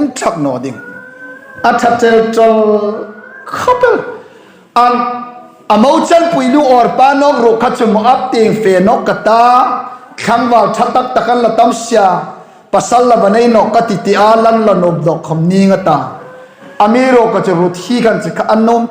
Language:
Hmar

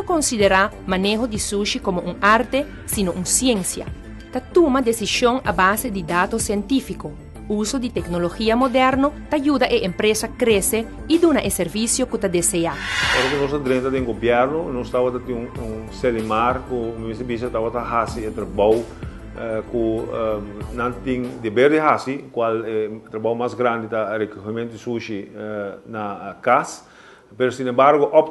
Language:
Papiamento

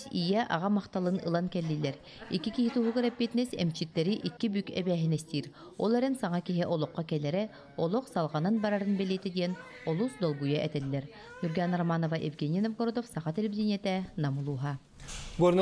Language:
Yakut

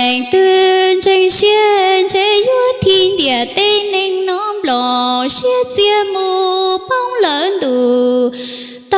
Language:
Hmong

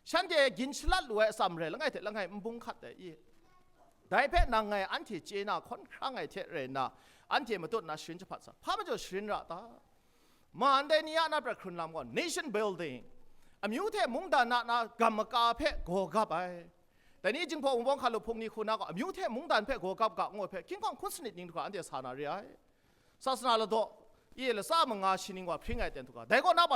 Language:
Kachin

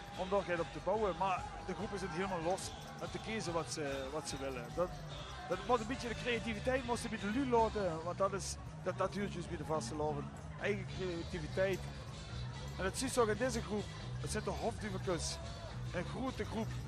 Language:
Limburgish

